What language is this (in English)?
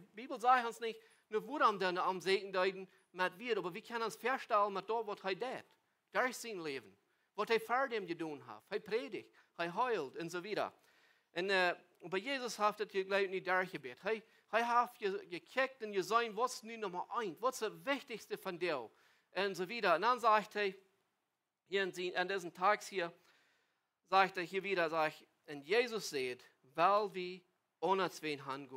Plautdietsch